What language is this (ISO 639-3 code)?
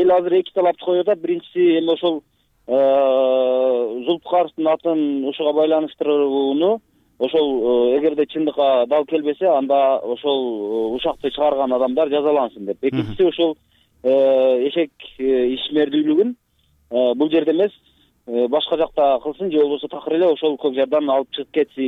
kir